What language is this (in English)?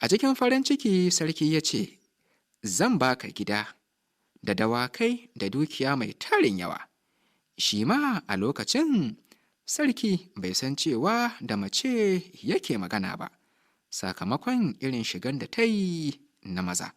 Hausa